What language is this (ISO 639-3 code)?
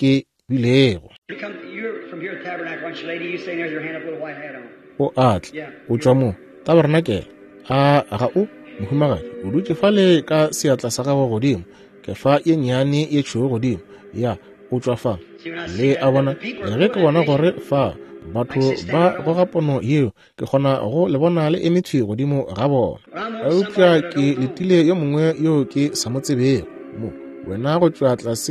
nso